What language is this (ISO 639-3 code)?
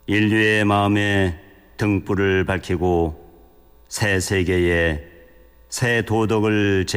kor